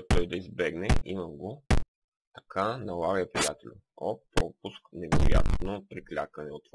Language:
Bulgarian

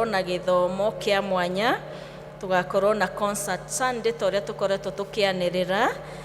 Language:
Kikuyu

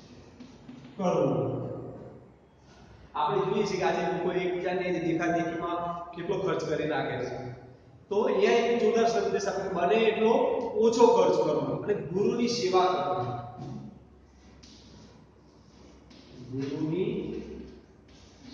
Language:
Gujarati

